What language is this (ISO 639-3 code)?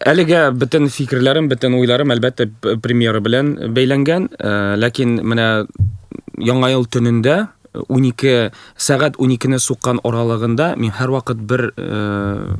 tat